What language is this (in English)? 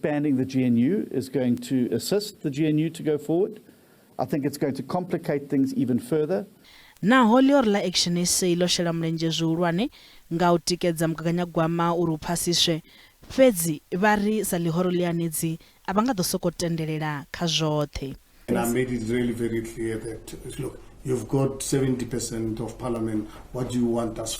Venda